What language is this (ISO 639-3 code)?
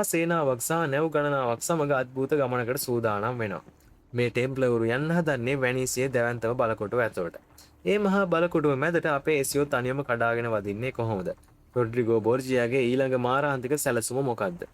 sin